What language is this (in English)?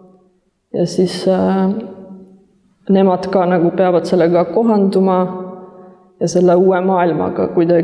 Estonian